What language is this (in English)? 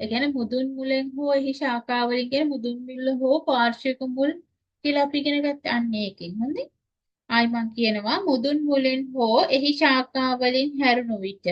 Sinhala